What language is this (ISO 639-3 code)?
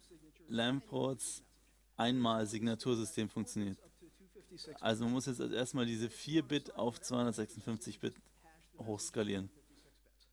deu